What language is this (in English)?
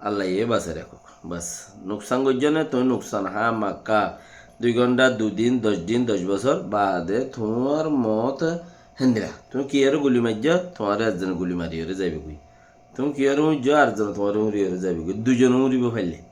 Rohingya